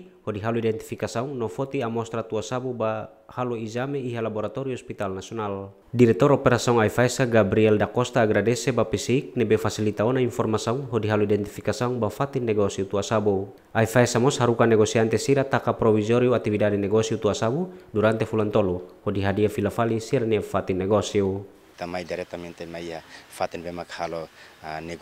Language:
Tetum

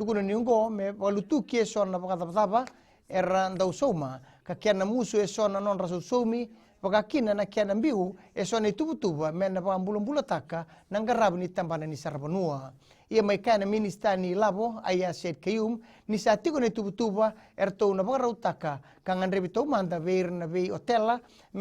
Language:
Fijian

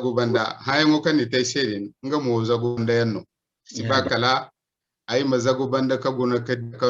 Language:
Zarma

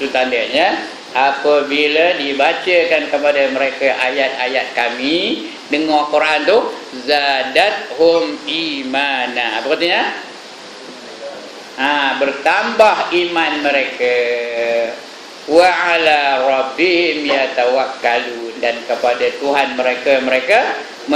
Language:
Malay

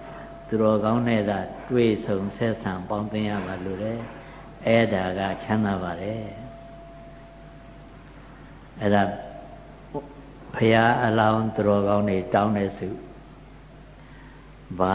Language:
Burmese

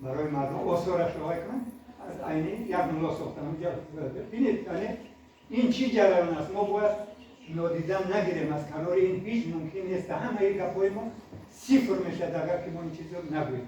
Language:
Tajik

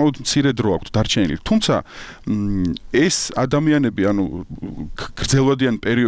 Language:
Georgian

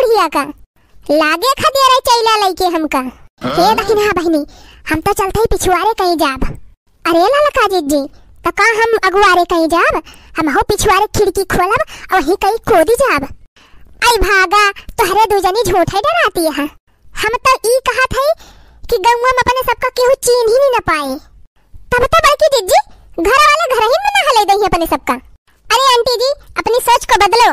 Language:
Awadhi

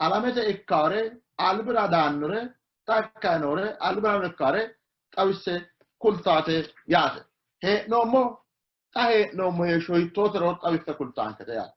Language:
Sidamo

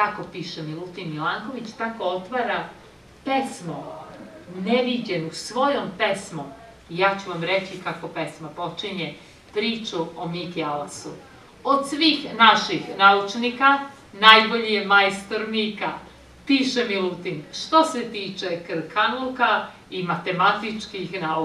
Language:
Serbian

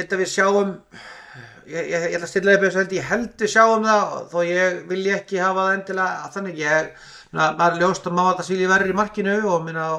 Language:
Icelandic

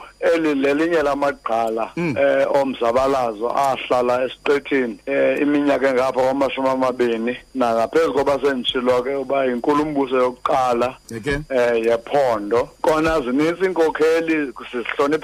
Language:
Xhosa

